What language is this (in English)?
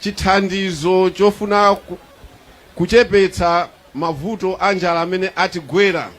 Nyanja